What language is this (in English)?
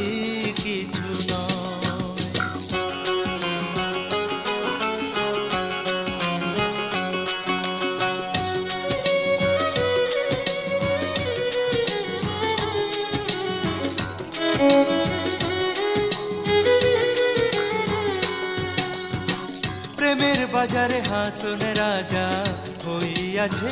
Bangla